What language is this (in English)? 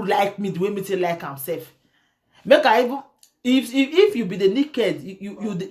Nigerian Pidgin